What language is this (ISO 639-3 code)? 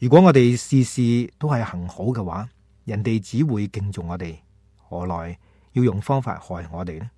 yue